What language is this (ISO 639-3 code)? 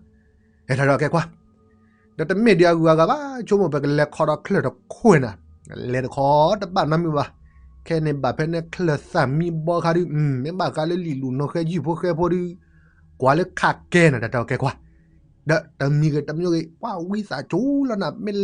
ksw